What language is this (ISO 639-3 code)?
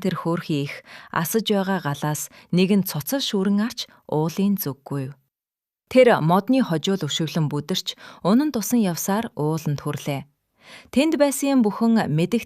mon